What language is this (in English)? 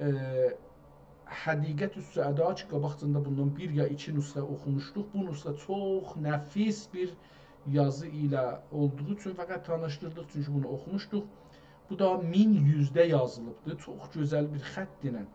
South Azerbaijani